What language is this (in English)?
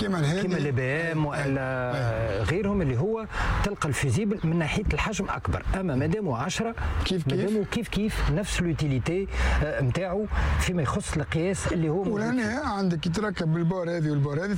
Tunisian Arabic